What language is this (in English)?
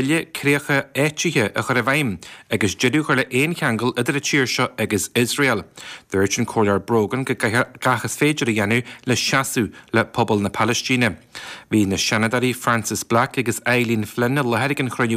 Irish